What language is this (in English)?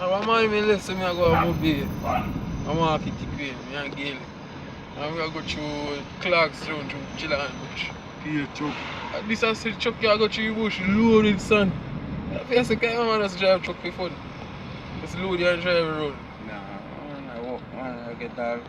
Jamaican Creole English